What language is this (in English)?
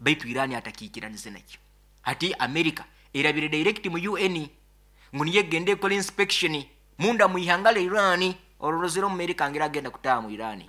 Nyoro